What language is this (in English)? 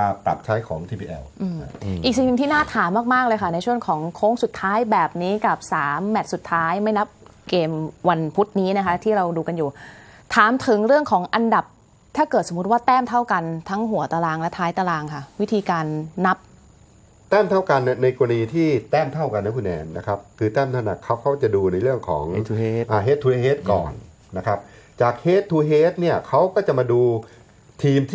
Thai